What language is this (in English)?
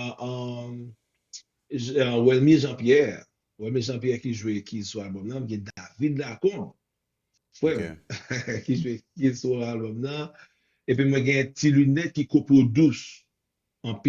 Haitian Creole